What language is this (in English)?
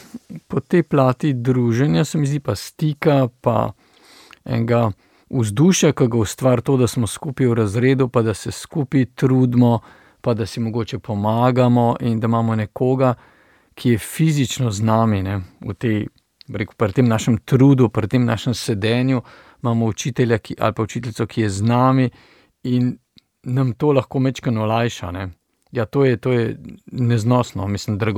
Slovenian